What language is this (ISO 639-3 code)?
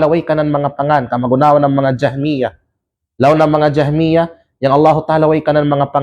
kqe